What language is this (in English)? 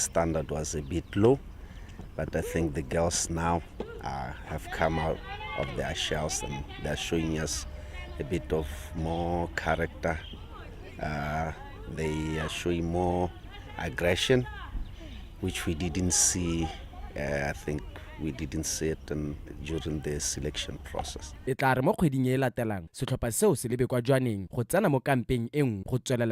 Tswana